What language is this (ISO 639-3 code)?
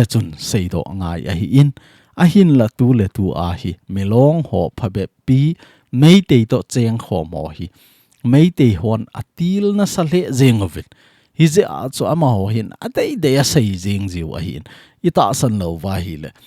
tcz